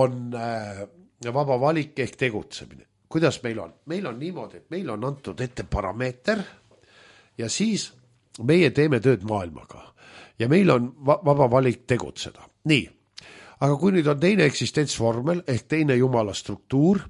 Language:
Estonian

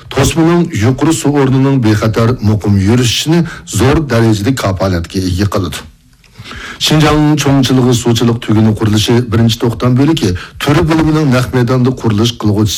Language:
Uyghur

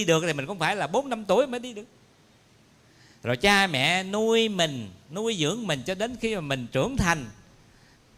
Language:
Vietnamese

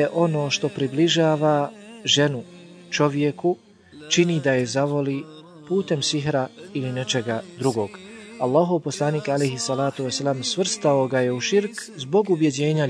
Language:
Bosnian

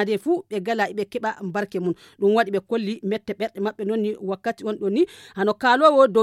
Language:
Fula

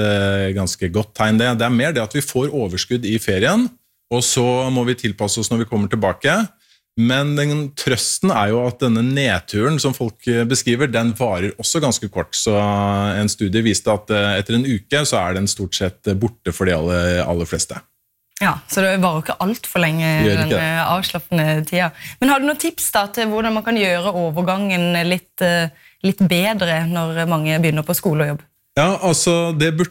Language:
Norwegian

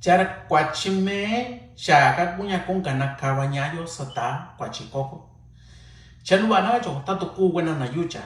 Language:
Mixtepec Mixtec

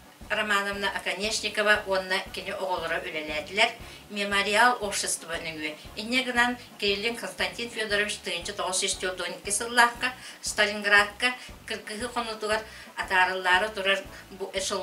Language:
Yakut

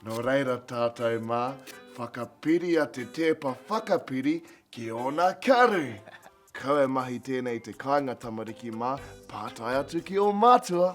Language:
Māori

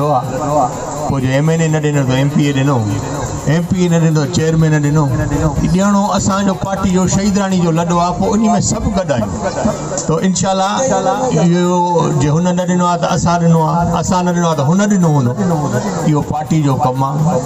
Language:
Sindhi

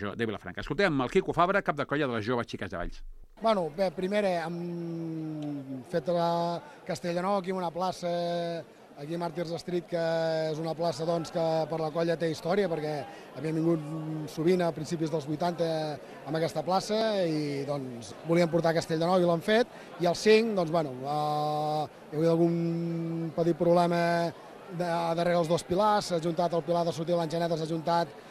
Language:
Catalan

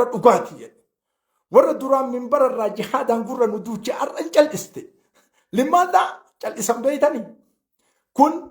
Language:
Oromo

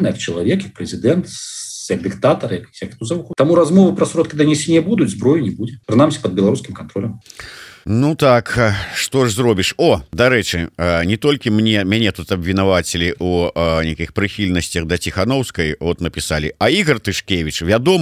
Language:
Belarusian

